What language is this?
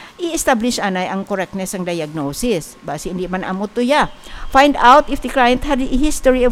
Hiligaynon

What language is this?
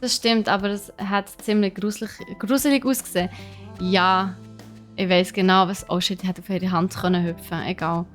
Swiss German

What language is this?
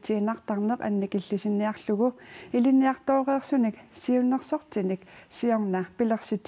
Kalaallisut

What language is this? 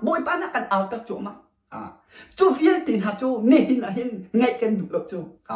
Hakha Chin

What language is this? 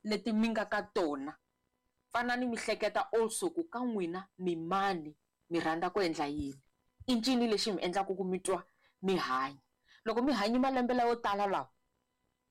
Tsonga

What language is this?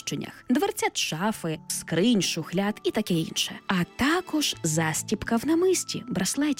Ukrainian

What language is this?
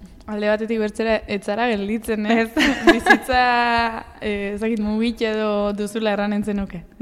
Basque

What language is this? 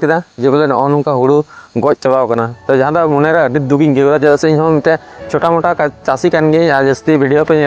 Santali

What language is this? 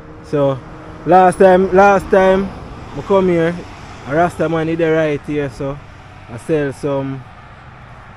Jamaican Creole English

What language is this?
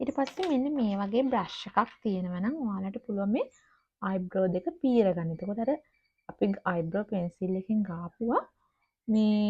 Sinhala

